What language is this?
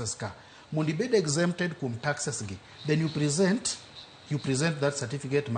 Luo (Kenya and Tanzania)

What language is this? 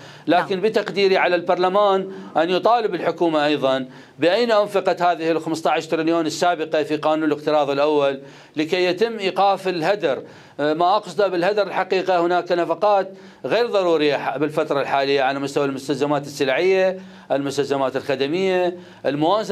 Mesopotamian Arabic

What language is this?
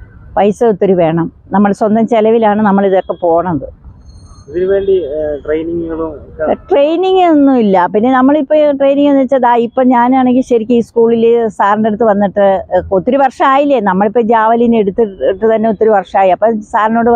Malayalam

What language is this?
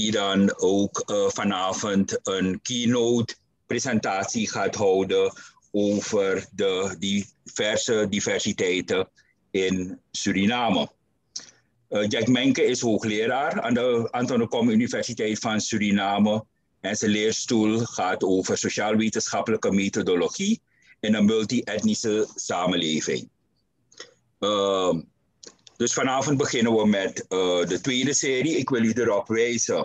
Dutch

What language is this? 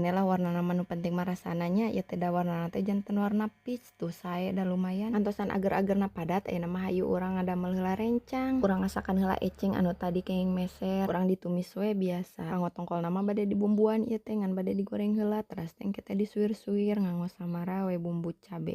Sundanese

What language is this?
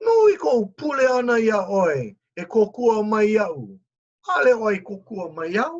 Hawaiian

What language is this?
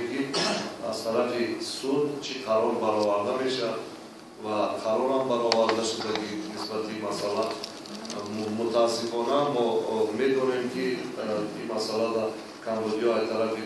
Tajik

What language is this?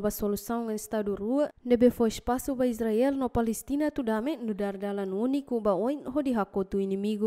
Tetum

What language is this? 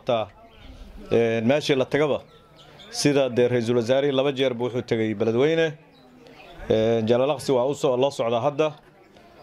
Somali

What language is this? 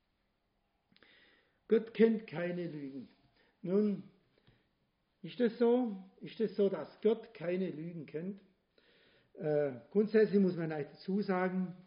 German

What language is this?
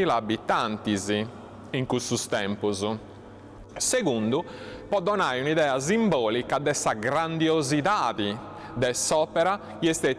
Sardinian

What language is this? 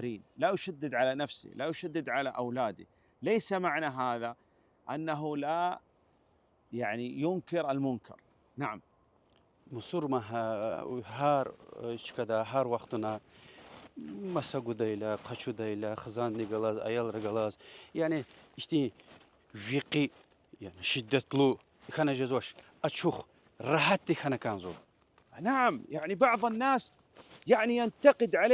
Lezghian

